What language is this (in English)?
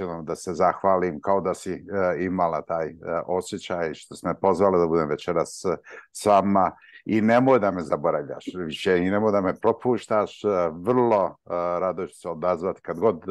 Croatian